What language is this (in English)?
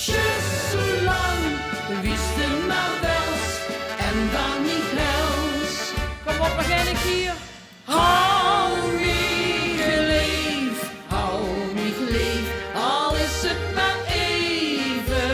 Limburgish